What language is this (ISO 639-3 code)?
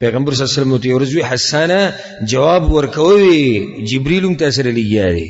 pus